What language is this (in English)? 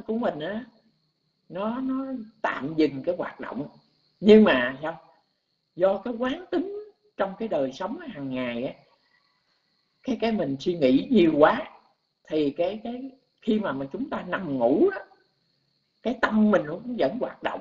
Vietnamese